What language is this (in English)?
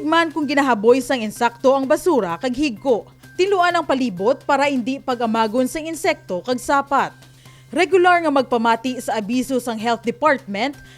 Hiligaynon